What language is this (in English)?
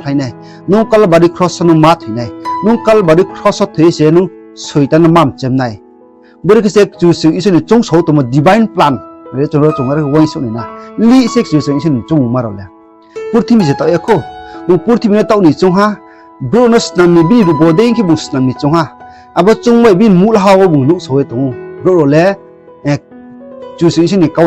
Riang (India)